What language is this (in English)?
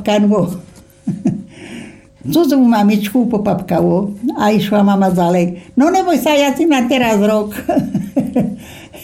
Slovak